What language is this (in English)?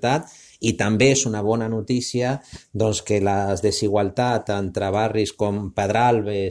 Catalan